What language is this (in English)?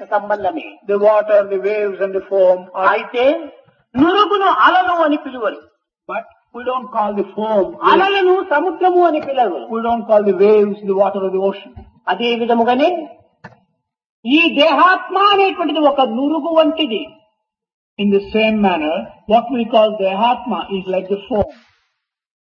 Telugu